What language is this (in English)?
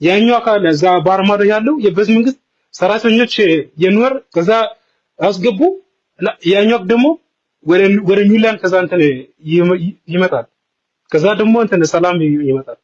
Nuer